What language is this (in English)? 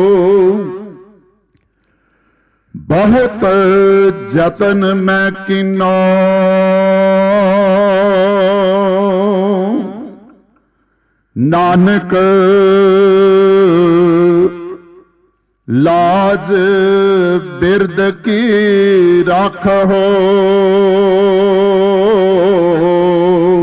Punjabi